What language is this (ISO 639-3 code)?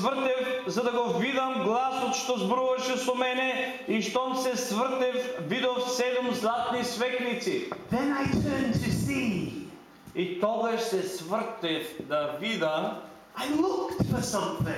mkd